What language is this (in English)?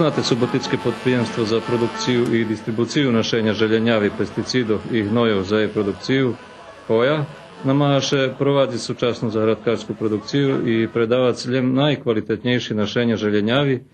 Rusyn